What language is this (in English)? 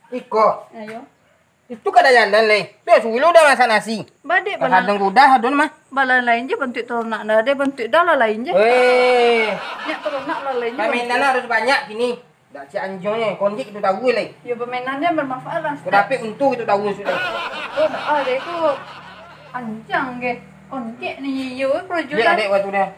Minangkabau